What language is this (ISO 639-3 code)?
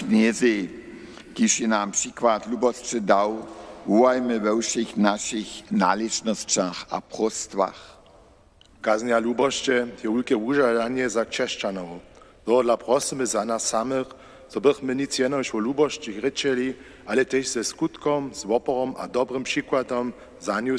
hsb